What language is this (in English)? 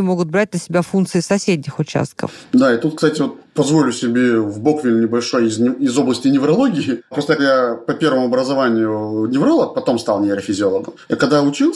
Russian